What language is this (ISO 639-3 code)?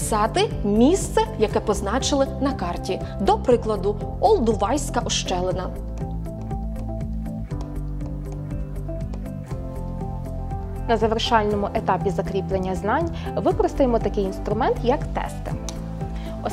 ukr